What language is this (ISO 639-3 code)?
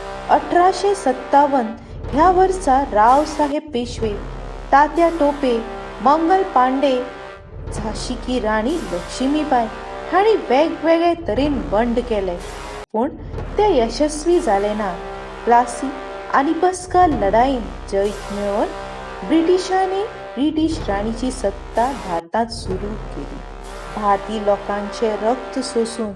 kok